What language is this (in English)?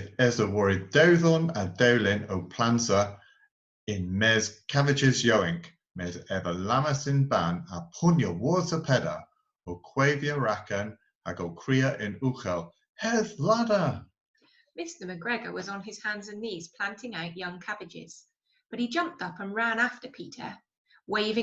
Cornish